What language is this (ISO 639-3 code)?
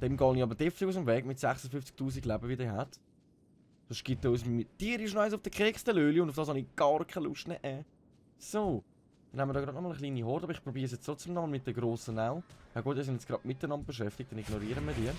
gsw